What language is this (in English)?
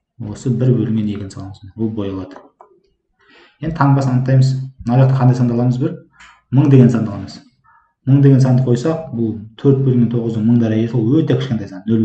Kazakh